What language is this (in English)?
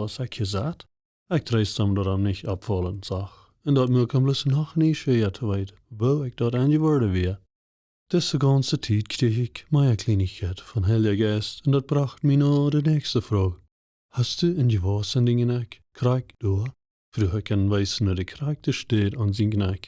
Plautdietsch